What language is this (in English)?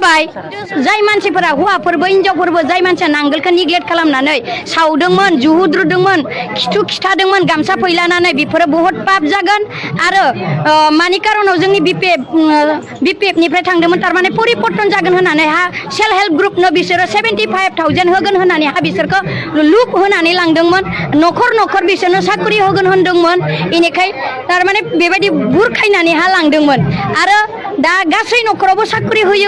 Bodo